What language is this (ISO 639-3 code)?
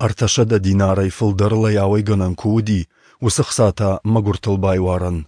oss